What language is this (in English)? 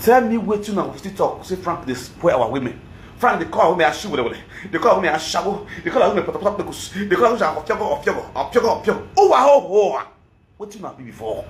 Nigerian Pidgin